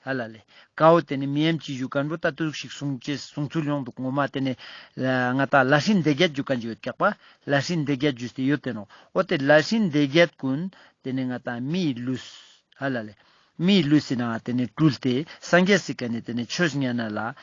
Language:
Ladakhi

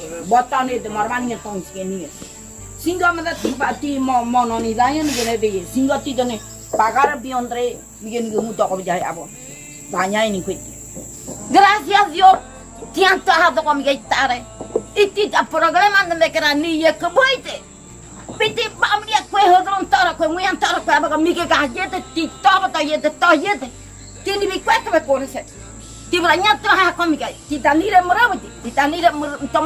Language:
Ngäbere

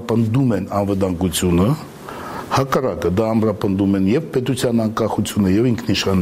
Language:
Armenian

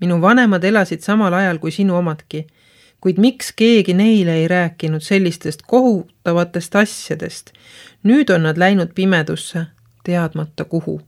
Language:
Estonian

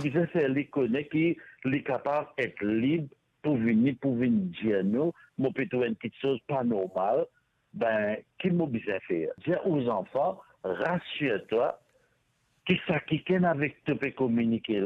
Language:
Morisyen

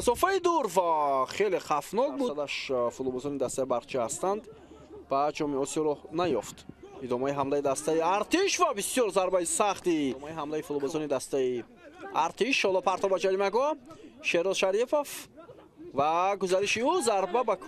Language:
Tajik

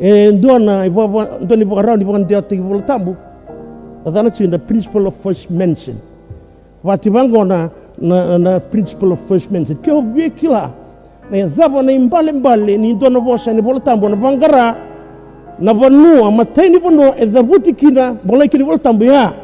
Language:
Fijian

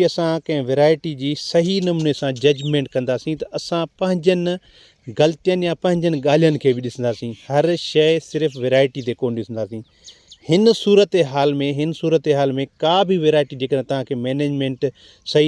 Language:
Sindhi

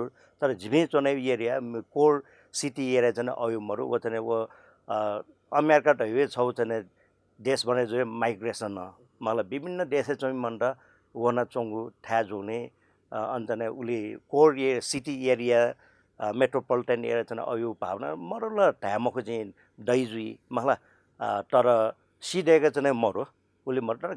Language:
Newari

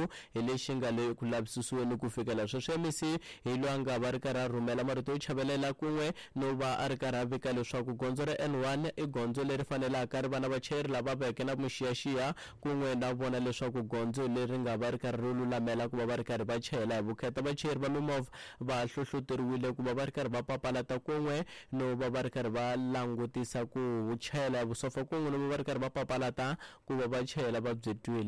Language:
Tsonga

